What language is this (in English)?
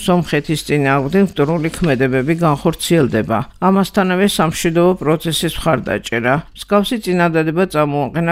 Georgian